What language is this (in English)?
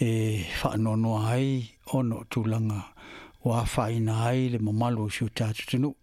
Samoan